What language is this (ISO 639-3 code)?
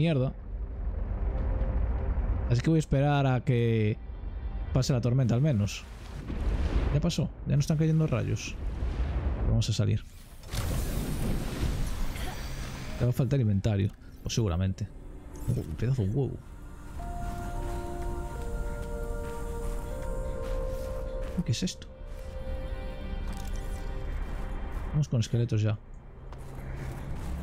spa